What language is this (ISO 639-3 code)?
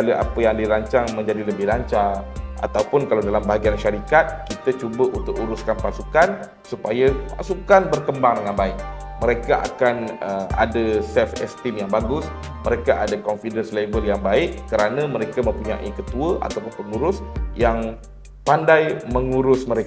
msa